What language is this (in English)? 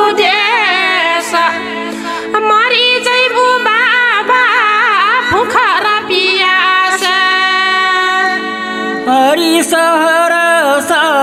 Bhojpuri